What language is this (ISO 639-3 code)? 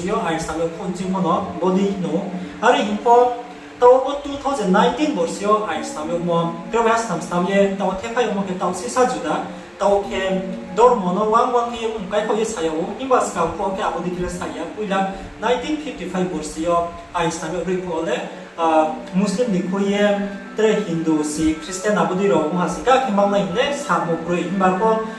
ria